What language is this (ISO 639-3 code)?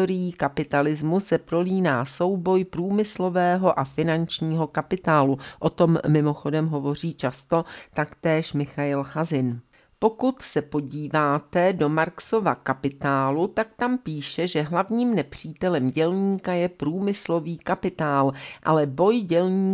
ces